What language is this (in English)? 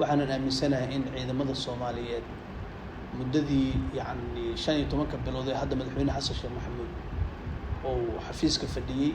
Somali